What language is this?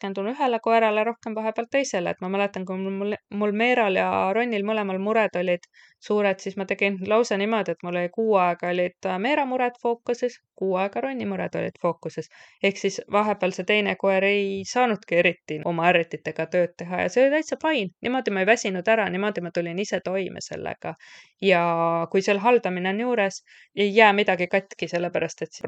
Estonian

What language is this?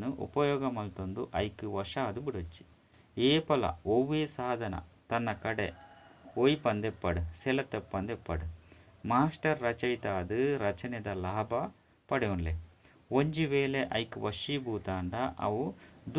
Tulu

